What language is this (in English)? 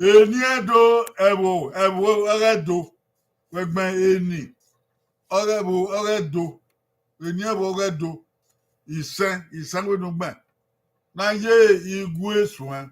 Bini